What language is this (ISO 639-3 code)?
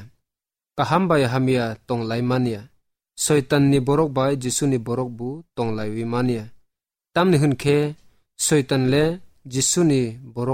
trp